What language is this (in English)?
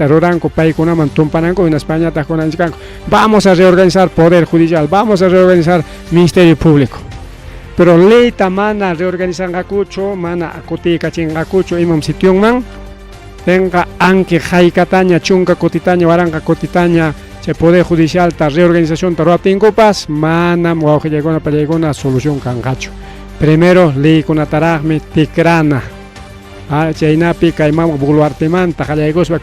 Ayacucho Quechua